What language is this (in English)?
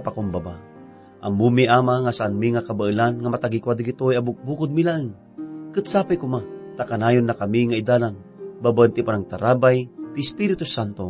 Iloko